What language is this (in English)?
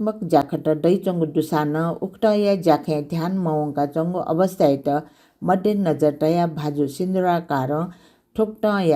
Newari